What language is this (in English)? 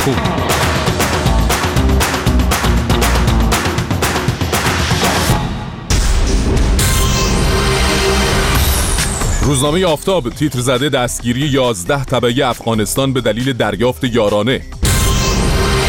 Persian